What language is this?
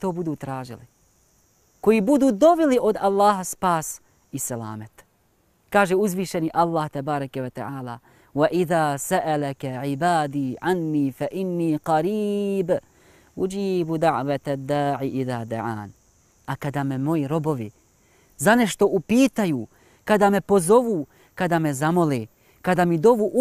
Bosnian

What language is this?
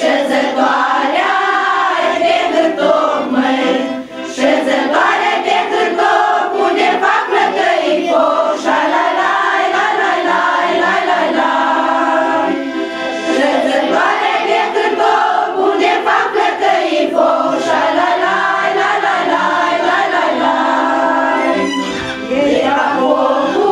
Romanian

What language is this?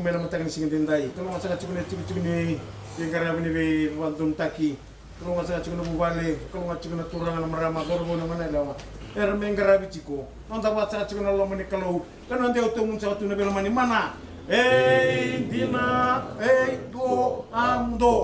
Fijian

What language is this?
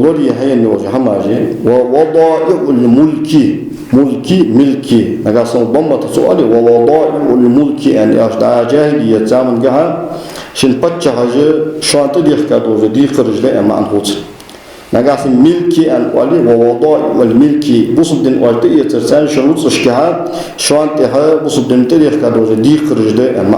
Ingush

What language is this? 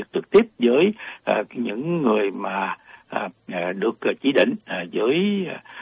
Vietnamese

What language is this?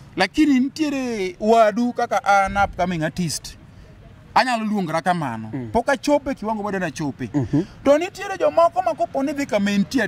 Luo (Kenya and Tanzania)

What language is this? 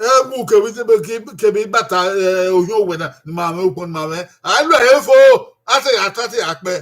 Bini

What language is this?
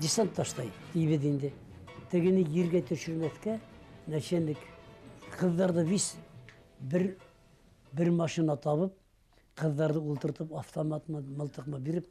Bashkir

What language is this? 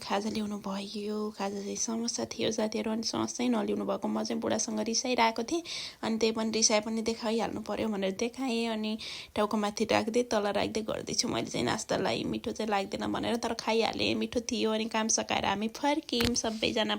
Nepali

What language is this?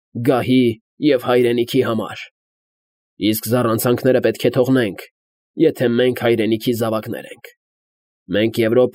Armenian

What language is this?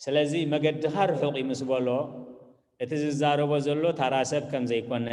Tigrinya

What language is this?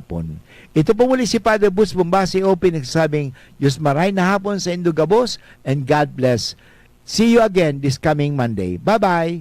Bikol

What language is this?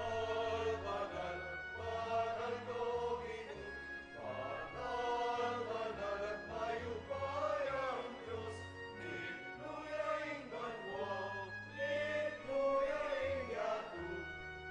Pampanga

